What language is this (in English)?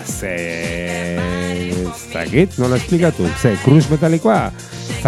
Basque